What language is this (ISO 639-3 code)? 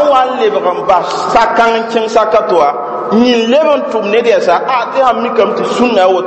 mos